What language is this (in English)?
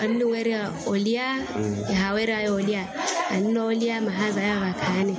Makhuwa